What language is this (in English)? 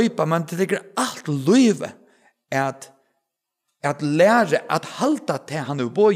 Faroese